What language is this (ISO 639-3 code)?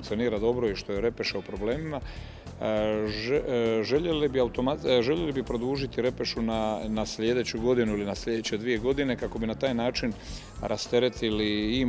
hrv